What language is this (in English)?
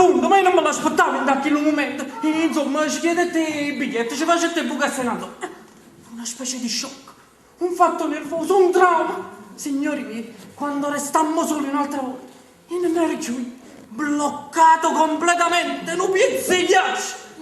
Neapolitan